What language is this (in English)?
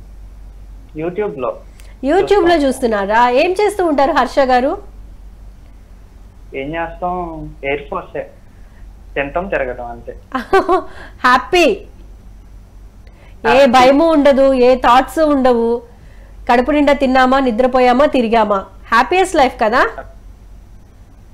Telugu